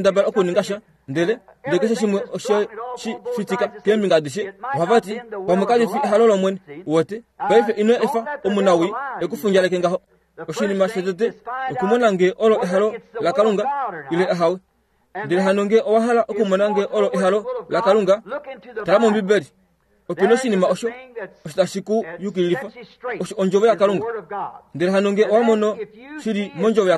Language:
Kuanyama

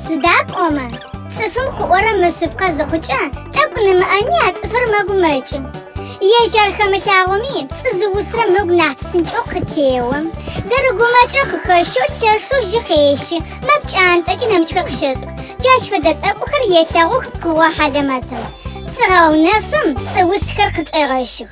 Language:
Adyghe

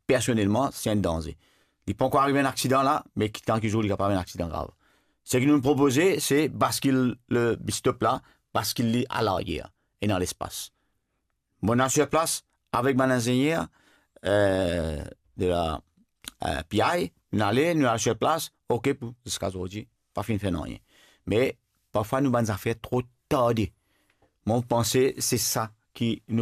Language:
Morisyen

